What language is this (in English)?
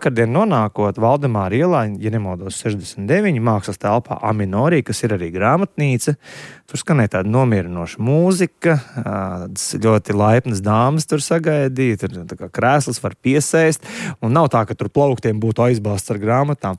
Latvian